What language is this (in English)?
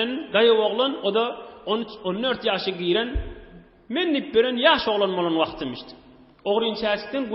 Turkmen